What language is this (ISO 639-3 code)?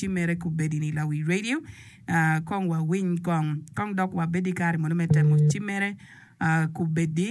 ach